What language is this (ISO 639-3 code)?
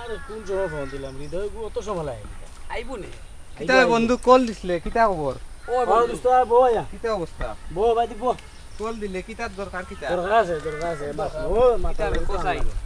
syl